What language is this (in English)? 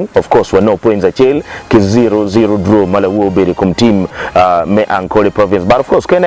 Acoli